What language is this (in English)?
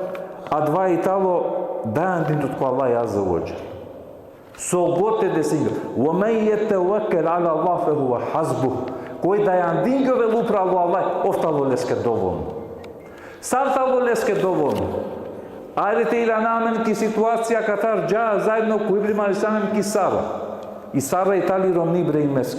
Balkan Romani